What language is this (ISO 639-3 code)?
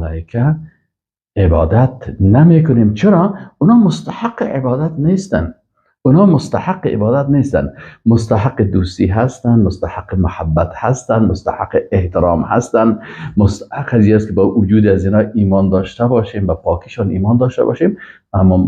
fas